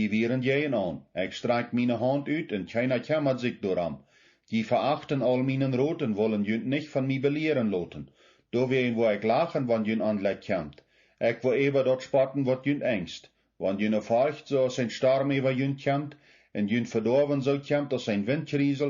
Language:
Plautdietsch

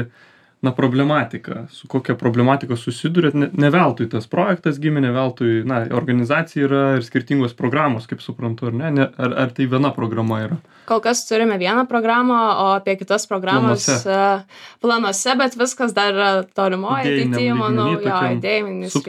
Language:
Lithuanian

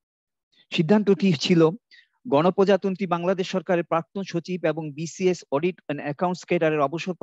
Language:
Bangla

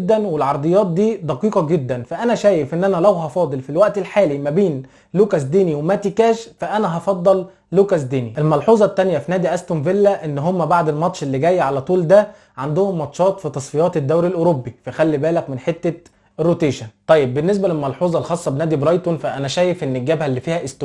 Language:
Egyptian Arabic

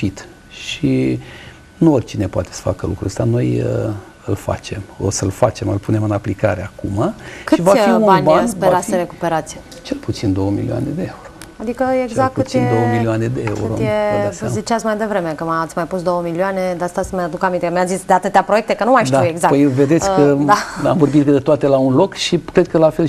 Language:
Romanian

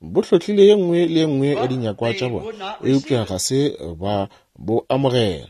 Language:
Northern Sotho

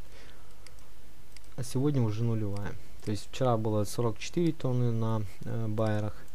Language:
Russian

